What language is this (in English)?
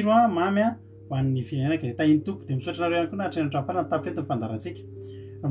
Malagasy